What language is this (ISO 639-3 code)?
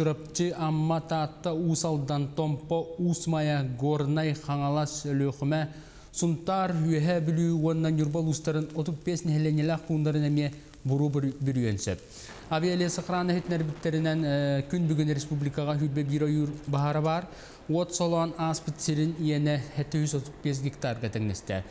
sah